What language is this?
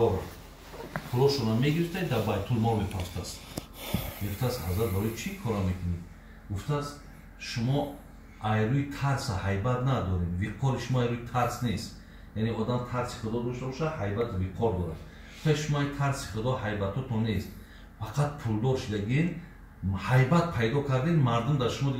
Tajik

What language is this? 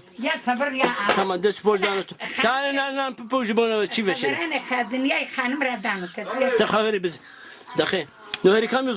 Zaza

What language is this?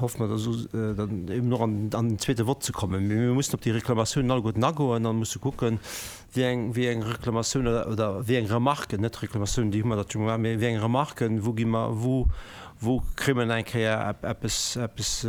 Luxembourgish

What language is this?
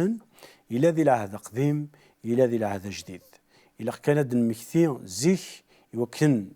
Kabyle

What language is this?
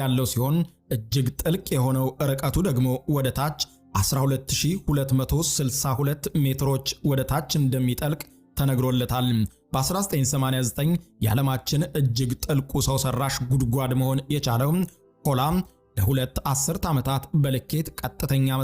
Amharic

